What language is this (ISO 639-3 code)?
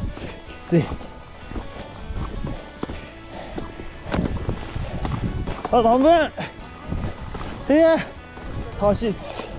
jpn